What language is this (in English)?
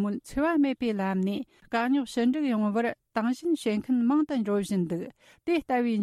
Tibetan